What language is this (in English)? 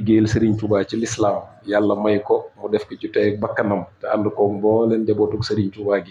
Wolof